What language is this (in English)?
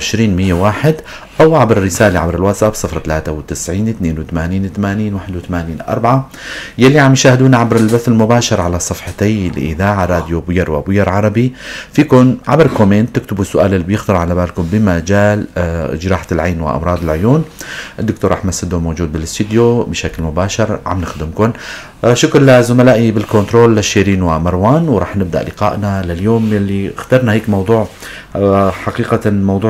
North Levantine Arabic